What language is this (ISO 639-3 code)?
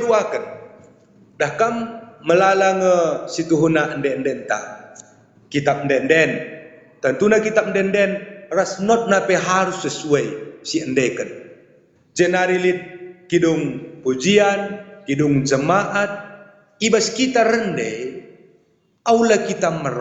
btx